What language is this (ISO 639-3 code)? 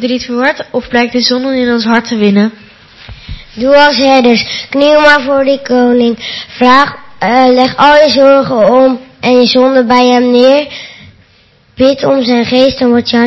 nld